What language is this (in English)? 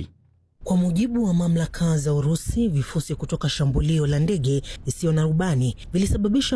Swahili